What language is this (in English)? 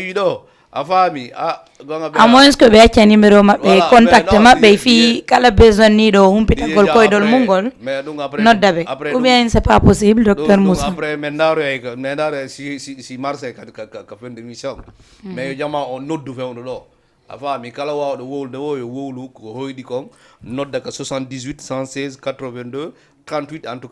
Fula